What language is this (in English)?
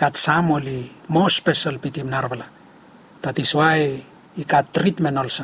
Bislama